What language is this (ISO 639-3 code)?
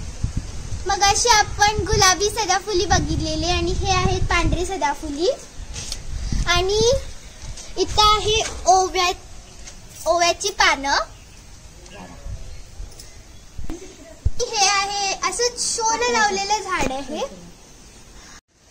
mar